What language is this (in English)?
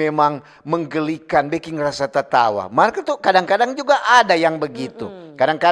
Manado Malay